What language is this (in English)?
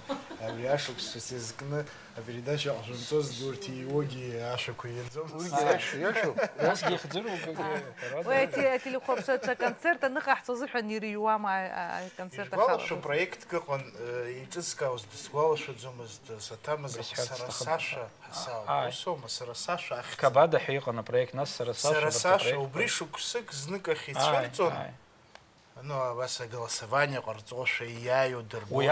Abkhazian